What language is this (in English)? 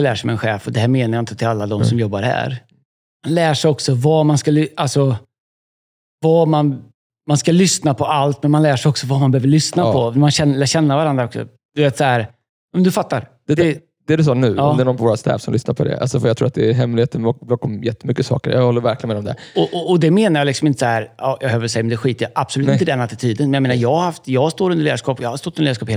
Swedish